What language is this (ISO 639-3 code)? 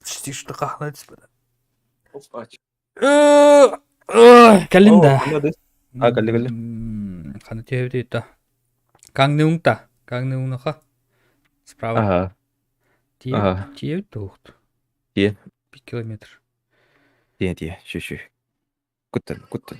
sah